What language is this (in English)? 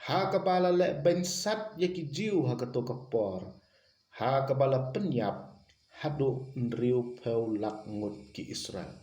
Khasi